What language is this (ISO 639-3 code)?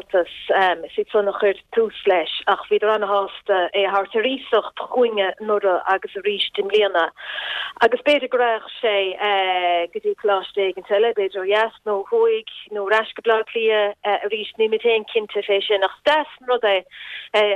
gle